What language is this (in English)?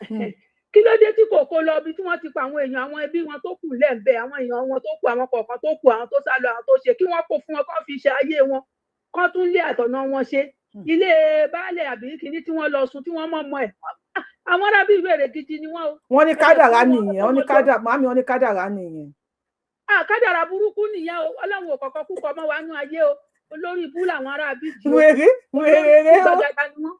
Yoruba